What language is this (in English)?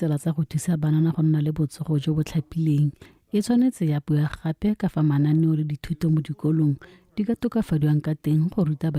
Tswana